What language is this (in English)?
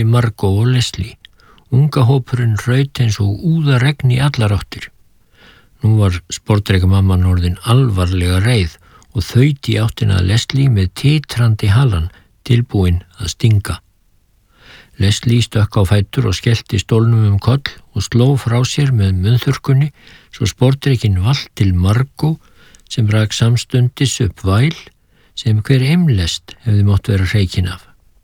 Icelandic